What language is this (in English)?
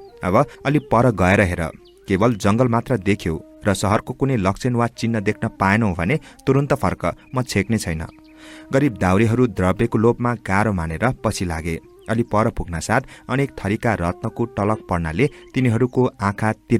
Nepali